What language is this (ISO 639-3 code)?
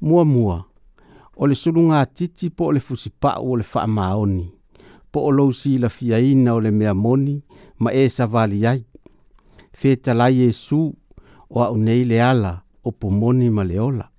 smo